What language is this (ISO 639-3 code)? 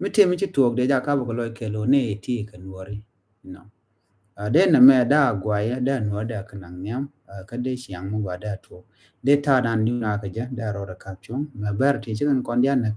nus